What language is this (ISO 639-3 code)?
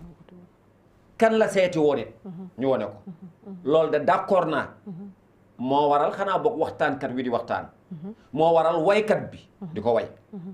wol